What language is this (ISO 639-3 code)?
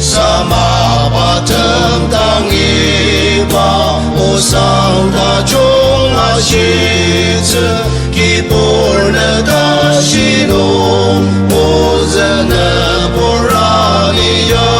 njo